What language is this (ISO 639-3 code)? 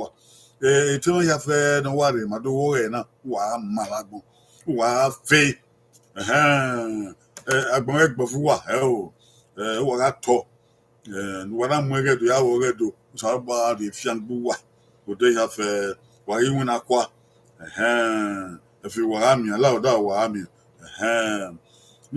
bin